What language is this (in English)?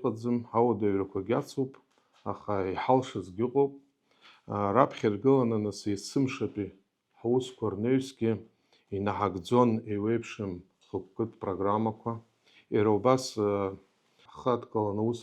Abkhazian